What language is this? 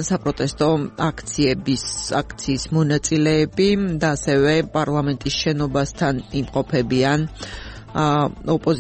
Georgian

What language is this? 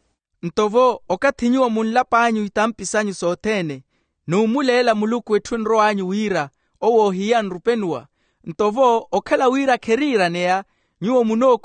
Makhuwa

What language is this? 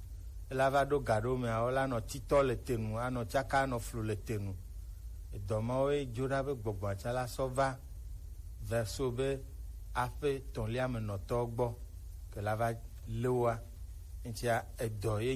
Gen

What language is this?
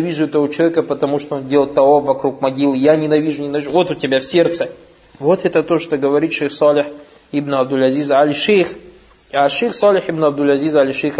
Russian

